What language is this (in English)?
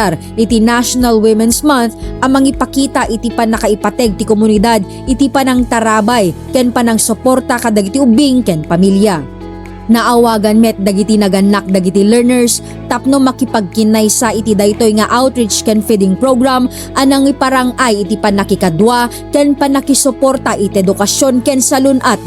Iloko